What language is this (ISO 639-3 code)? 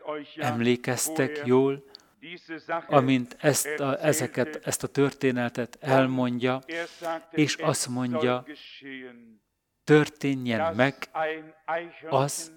hun